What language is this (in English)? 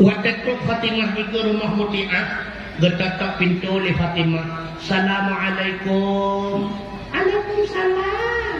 Achinese